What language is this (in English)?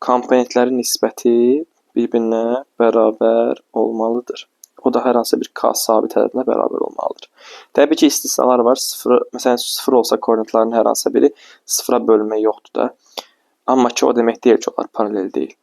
Azerbaijani